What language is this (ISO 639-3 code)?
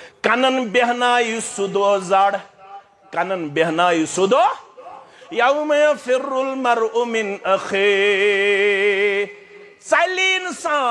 kas